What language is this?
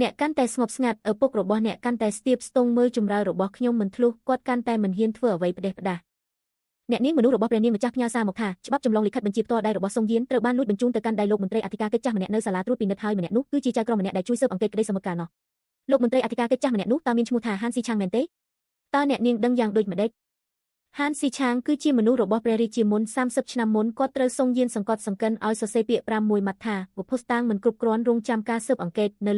Khmer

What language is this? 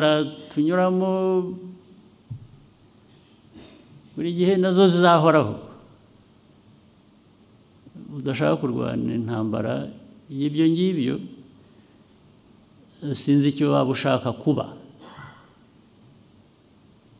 Kinyarwanda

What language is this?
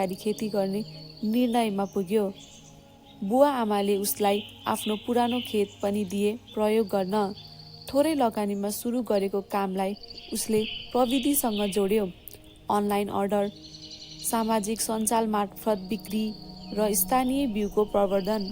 Nepali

